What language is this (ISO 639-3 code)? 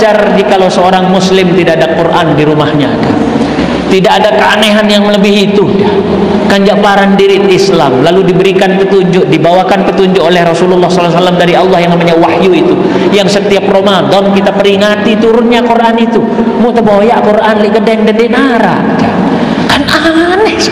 sas